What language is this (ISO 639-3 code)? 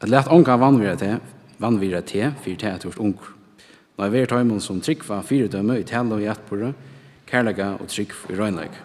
fao